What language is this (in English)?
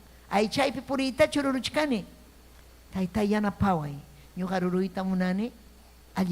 Ayacucho Quechua